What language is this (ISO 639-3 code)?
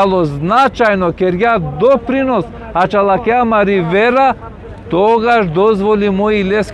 rmn